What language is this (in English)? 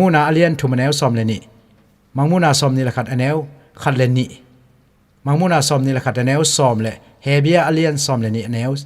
Tedim Chin